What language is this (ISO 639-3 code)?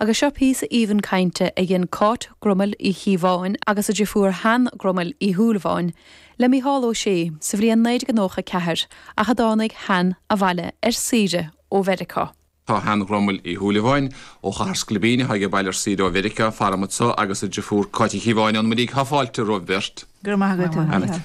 gle